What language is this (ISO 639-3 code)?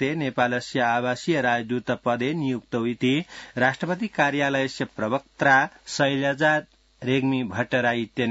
san